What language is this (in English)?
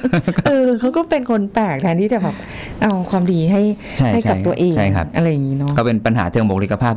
Thai